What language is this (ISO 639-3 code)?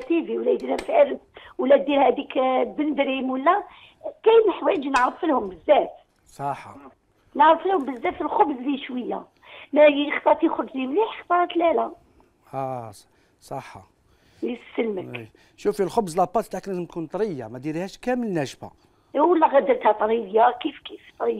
arq